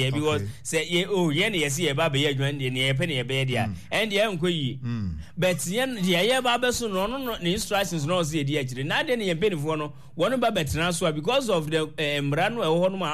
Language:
Akan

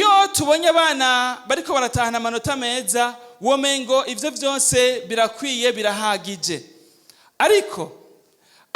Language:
Rundi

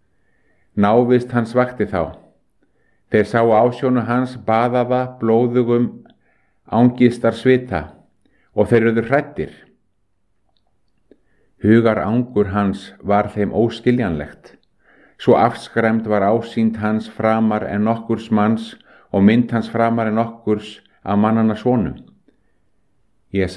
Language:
Icelandic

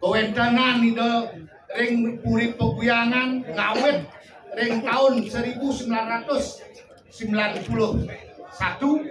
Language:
Balinese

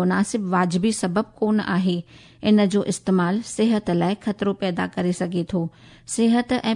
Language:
Sindhi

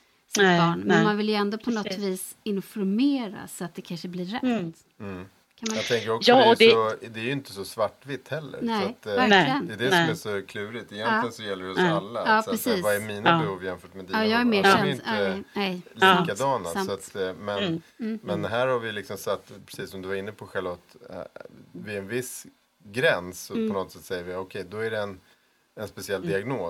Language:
Swedish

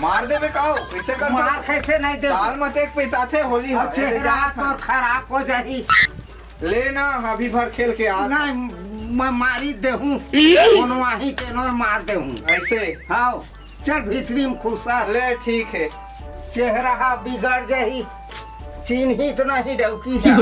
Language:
Chhattisgarhi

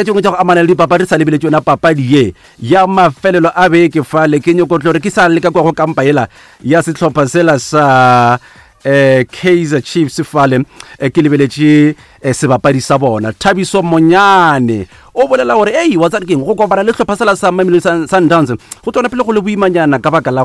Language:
Northern Sotho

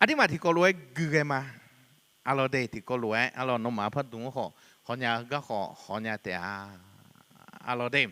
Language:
Akha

